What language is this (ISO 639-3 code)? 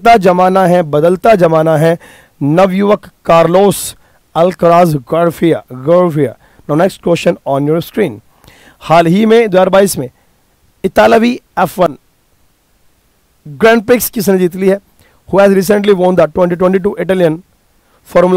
hin